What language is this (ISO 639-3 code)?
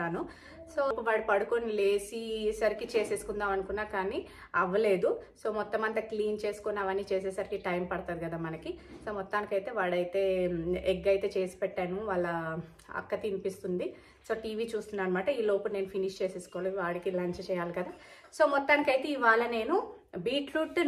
tel